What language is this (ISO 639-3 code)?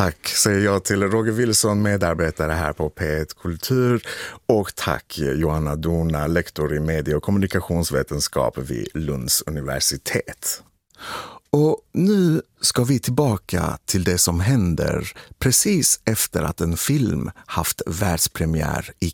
swe